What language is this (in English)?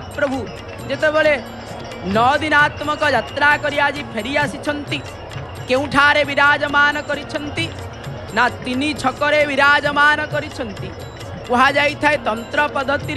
Odia